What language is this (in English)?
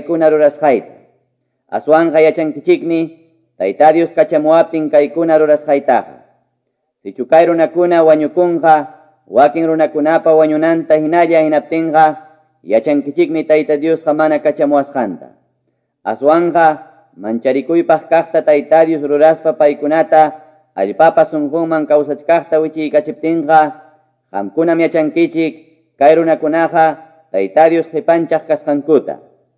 Quechua